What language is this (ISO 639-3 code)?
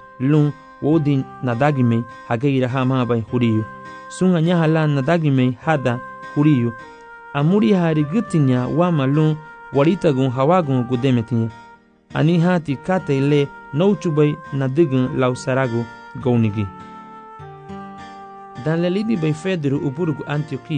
cab